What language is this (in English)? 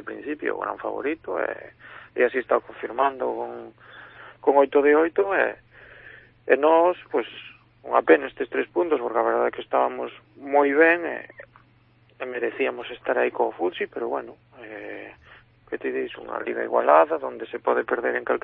Galician